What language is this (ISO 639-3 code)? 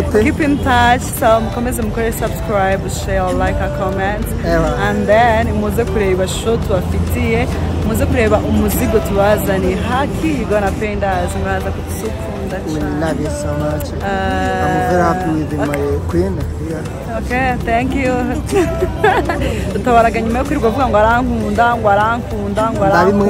kin